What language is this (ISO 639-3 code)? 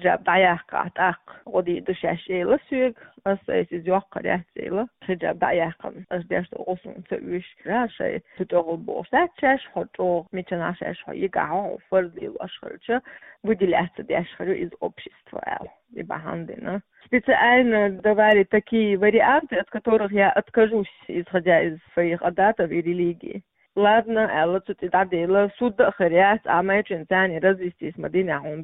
che